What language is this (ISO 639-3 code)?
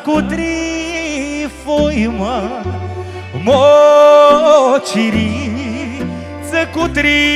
ron